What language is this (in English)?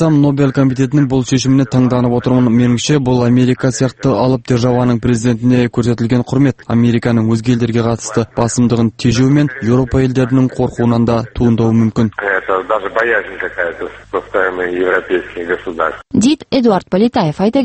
Kazakh